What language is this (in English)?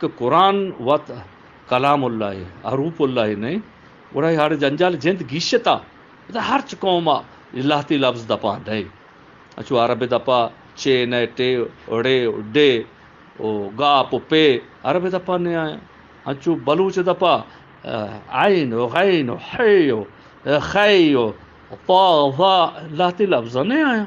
Eastern Balochi